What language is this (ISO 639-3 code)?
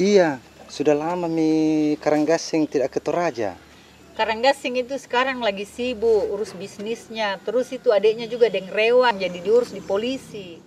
mfp